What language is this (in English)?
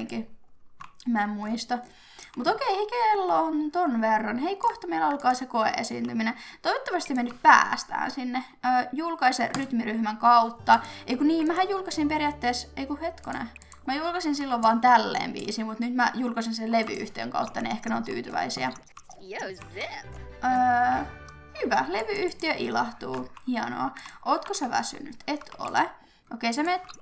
Finnish